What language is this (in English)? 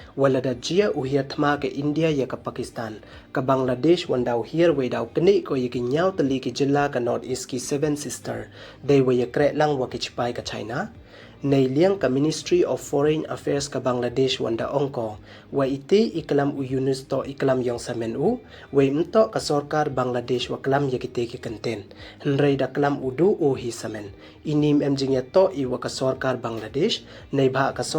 Pnar